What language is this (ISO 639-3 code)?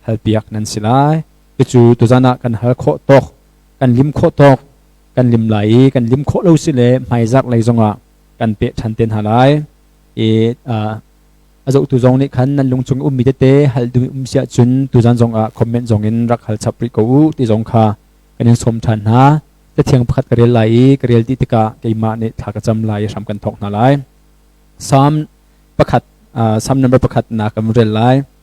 cnh